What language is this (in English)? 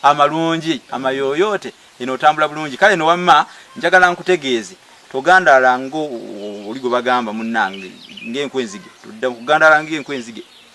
Ganda